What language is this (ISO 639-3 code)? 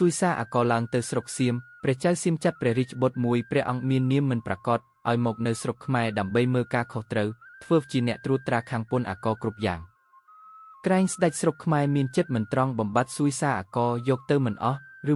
khm